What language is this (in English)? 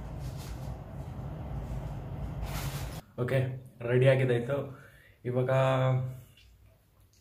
Kannada